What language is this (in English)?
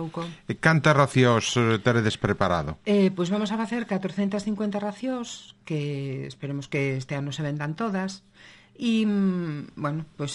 Galician